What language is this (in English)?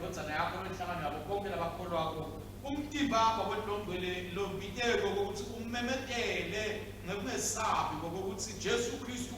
Swati